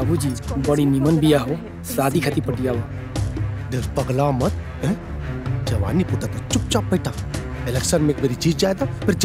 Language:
Bhojpuri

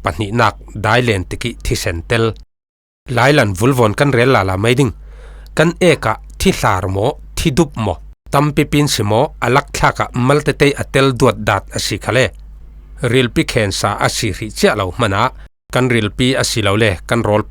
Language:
Falam Chin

